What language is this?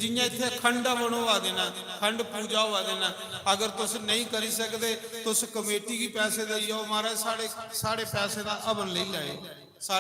Dogri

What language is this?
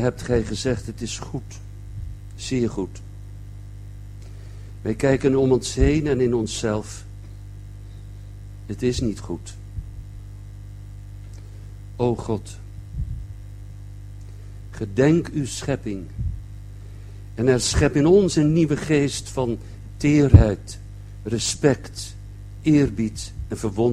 Dutch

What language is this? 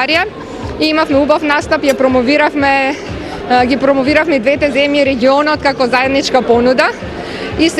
Macedonian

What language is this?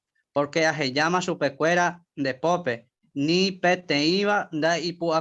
Guarani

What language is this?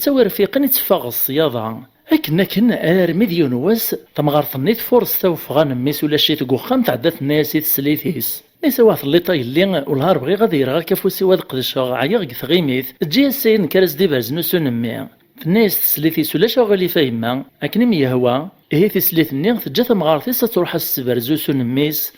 Kabyle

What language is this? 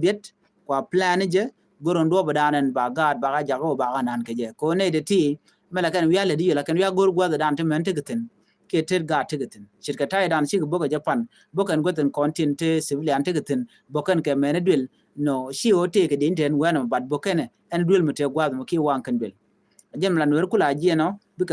Nuer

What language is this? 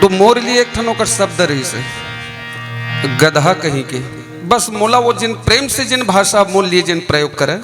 Chhattisgarhi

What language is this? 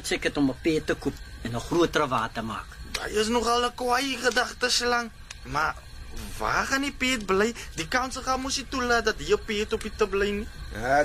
Afrikaans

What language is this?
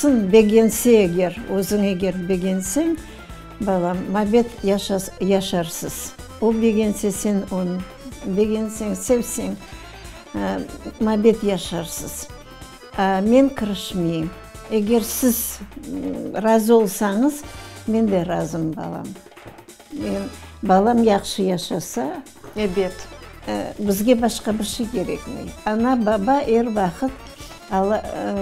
Crimean Tatar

